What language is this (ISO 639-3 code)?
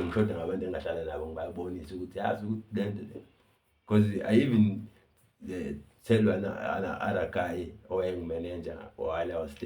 zul